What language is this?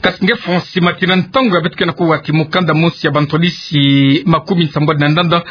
Kituba (Democratic Republic of Congo)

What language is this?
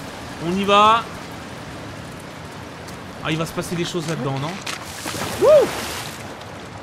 French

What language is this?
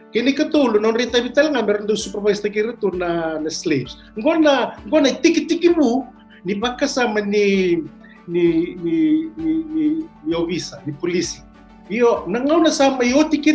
Fijian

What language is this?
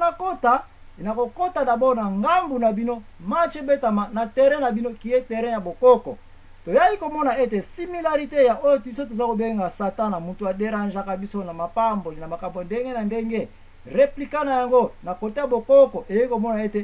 Lingala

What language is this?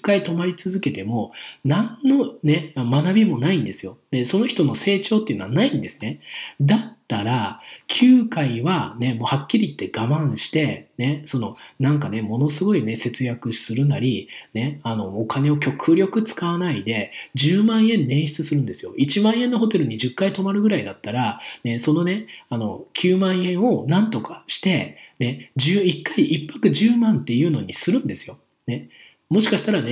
Japanese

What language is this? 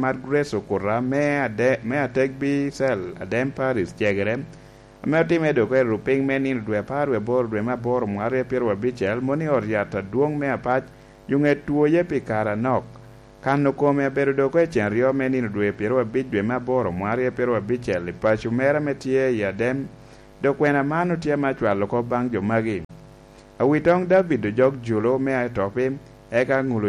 Lango (Uganda)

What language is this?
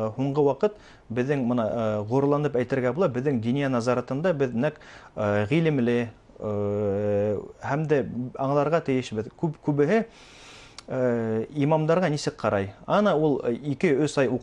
Bashkir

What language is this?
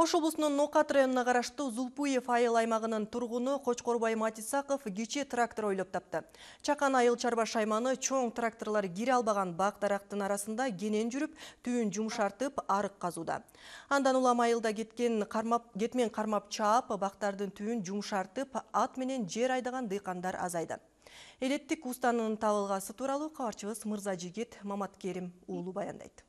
Kyrgyz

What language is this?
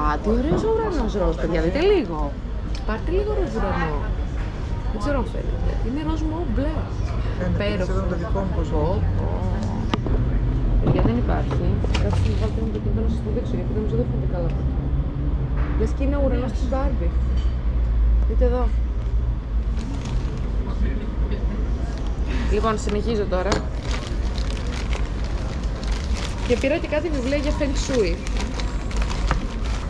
Greek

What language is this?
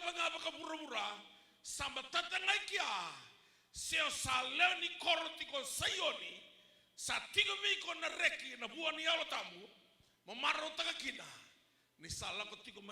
Fijian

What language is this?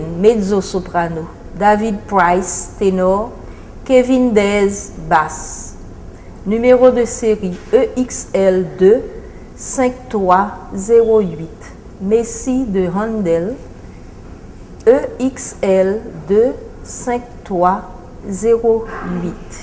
French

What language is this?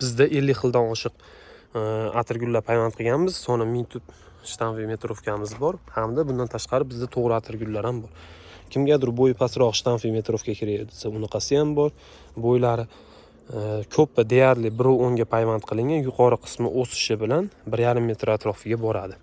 Uzbek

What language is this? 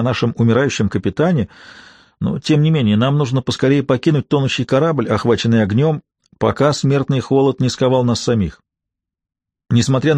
Russian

